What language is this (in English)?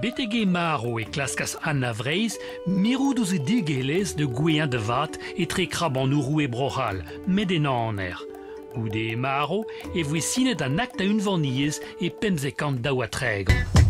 Breton